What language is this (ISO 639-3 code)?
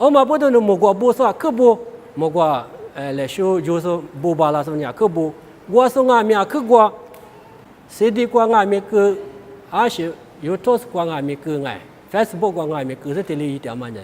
lis